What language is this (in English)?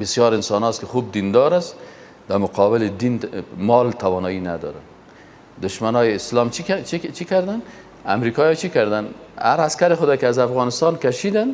Persian